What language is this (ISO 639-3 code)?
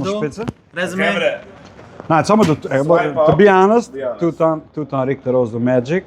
yid